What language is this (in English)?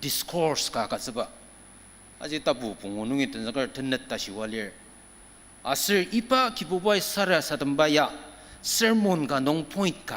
Ao Naga